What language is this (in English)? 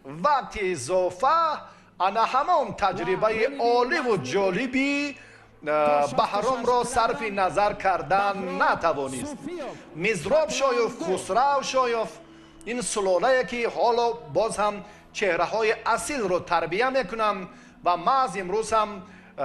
Tajik